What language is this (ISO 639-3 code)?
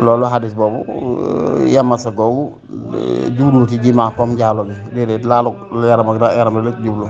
wol